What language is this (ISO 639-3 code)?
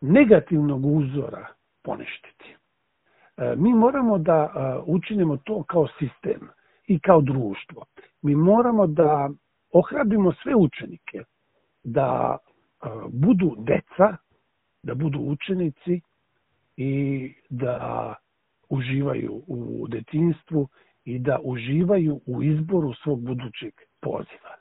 srp